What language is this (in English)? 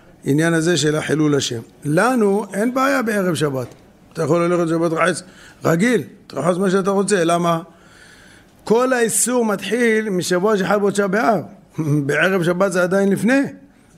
Hebrew